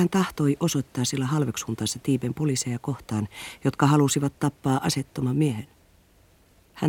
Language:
Finnish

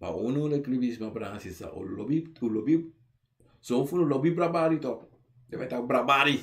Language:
Sranan Tongo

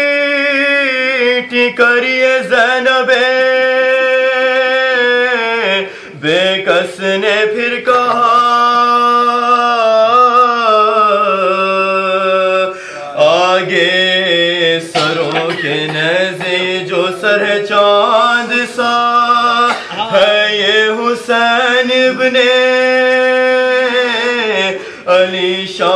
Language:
Urdu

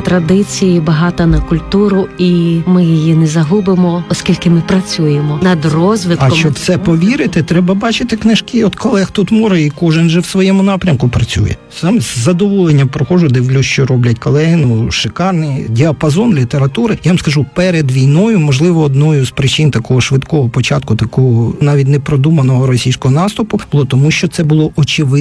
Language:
Ukrainian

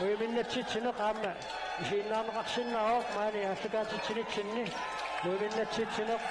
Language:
Kalaallisut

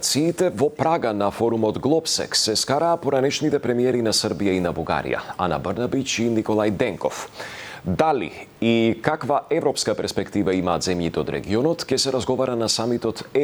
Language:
Macedonian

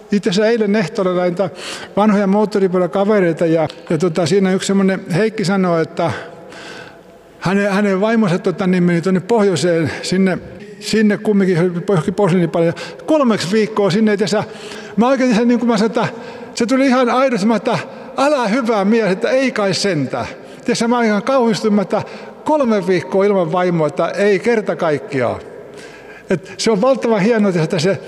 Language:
Finnish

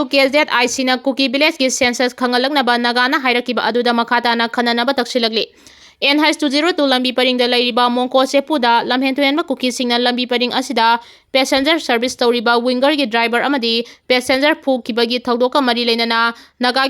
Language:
Manipuri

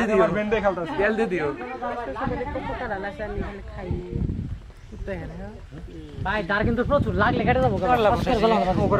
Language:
Bangla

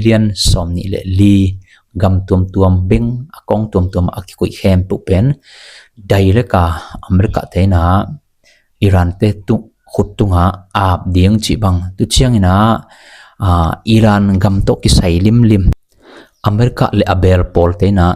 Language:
Tedim Chin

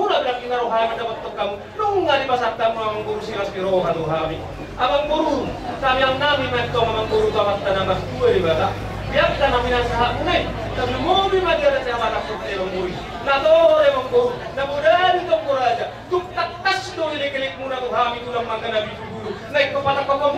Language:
Batak Toba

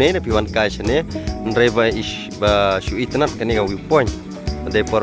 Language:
Khasi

